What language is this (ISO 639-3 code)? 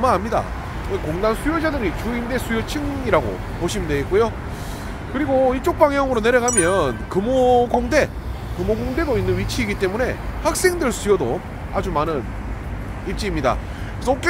kor